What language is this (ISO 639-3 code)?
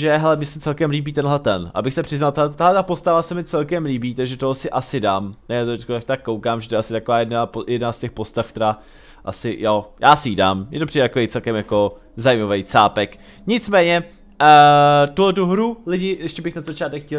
ces